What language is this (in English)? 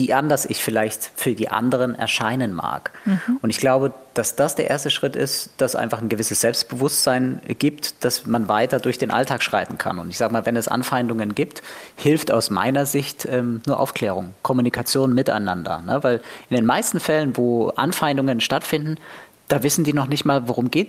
German